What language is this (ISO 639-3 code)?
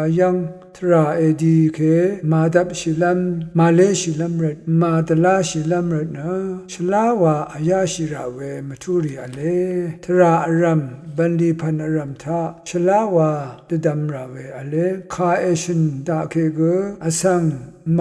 raw